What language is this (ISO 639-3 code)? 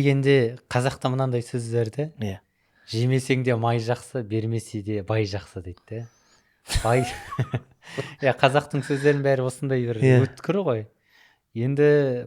kaz